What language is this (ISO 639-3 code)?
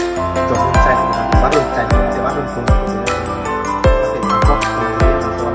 mjw